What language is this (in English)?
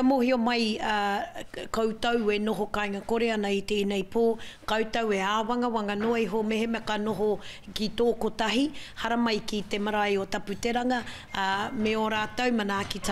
Māori